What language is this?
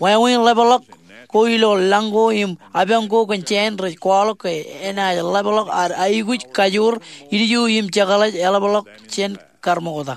Marshallese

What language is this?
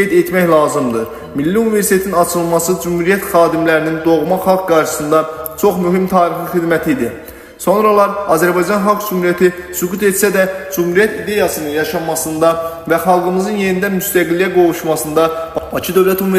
Azerbaijani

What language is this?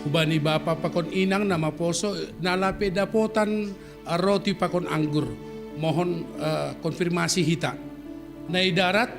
Batak Simalungun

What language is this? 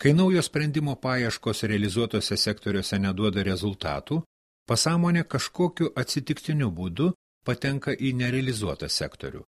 Lithuanian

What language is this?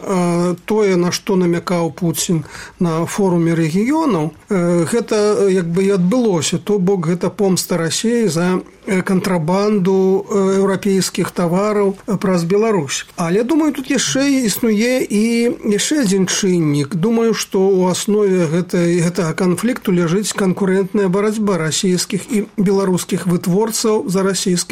Belarusian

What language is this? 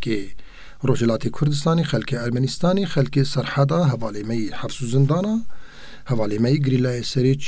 Kurdish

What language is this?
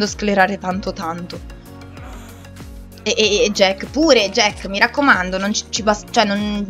Italian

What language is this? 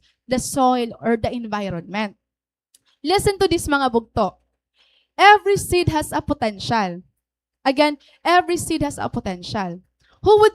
Waray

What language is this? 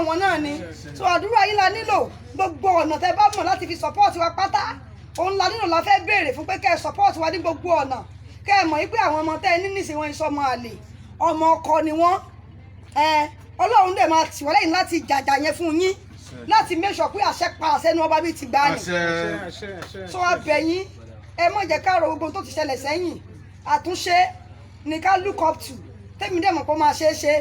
Yoruba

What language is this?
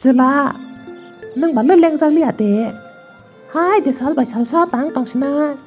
Kok Borok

